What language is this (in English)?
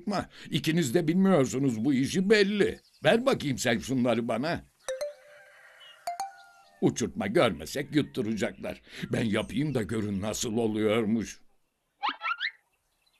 Turkish